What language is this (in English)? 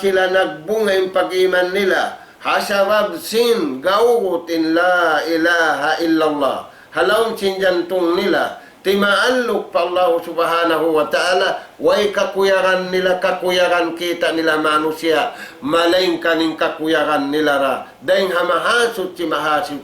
Tausug